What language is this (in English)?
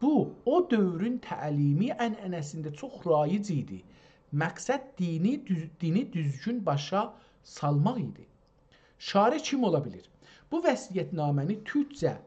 South Azerbaijani